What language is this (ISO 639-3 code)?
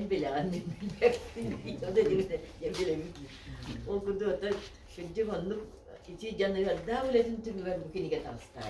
sah